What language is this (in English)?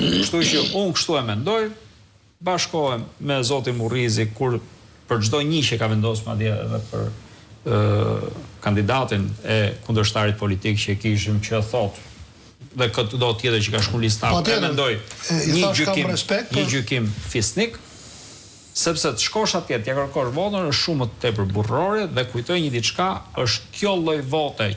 Albanian